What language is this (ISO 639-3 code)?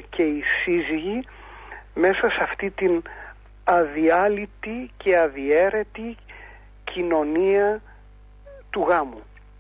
ell